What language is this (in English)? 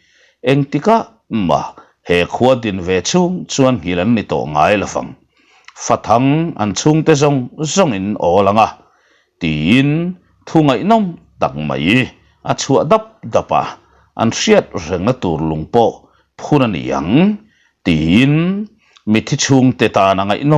Mizo